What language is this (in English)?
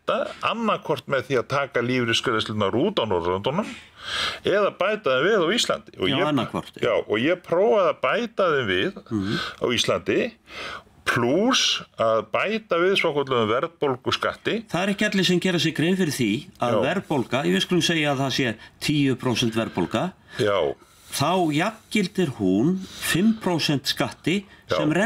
Icelandic